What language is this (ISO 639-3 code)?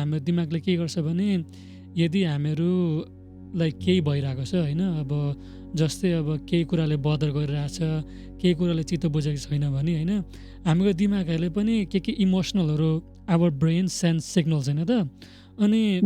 nep